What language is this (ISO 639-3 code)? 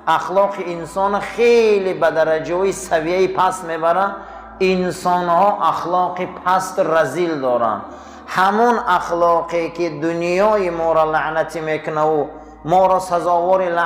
tgk